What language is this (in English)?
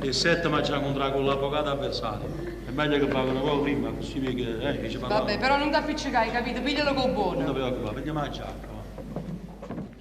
Neapolitan